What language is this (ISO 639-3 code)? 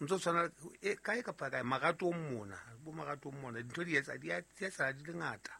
sot